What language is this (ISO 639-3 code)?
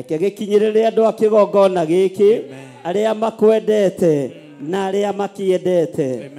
kik